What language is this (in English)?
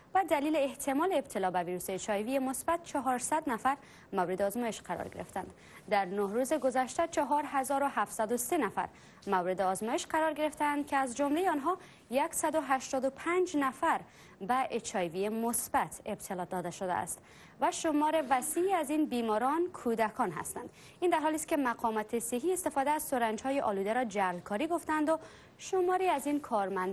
Persian